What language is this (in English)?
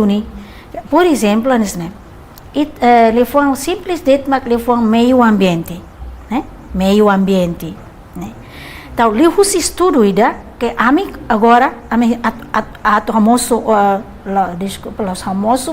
Tetum